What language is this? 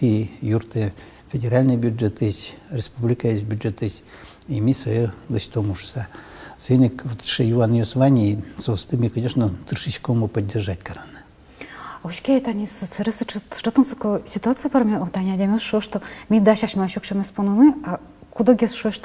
Udmurt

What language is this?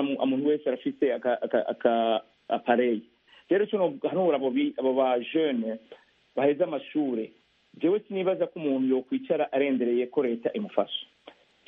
Rundi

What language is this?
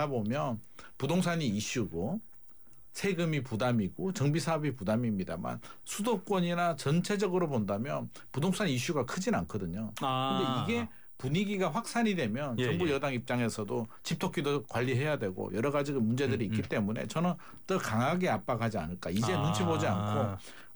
Korean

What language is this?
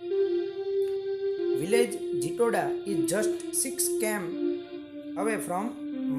Gujarati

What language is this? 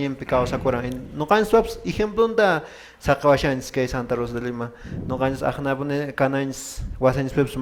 Quechua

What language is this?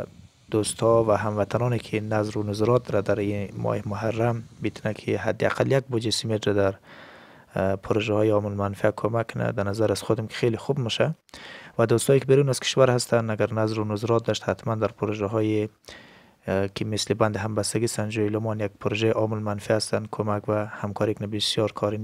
Persian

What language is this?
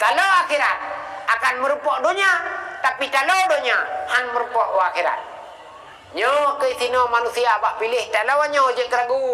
Achinese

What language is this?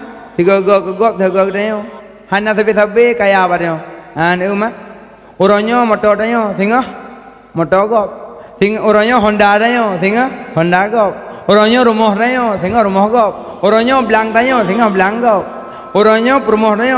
Achinese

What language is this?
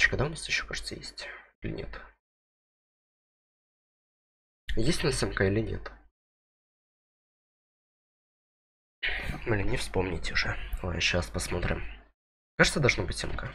Russian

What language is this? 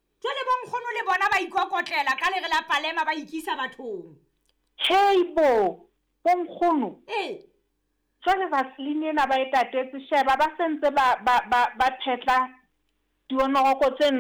Southern Sotho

